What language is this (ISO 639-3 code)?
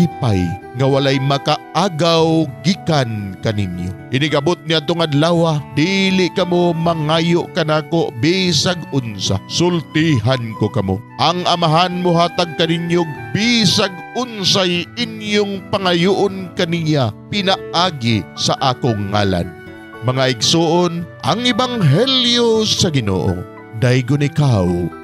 ceb